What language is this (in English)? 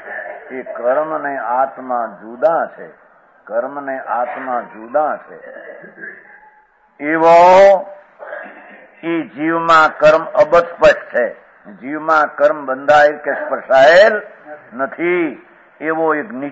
Gujarati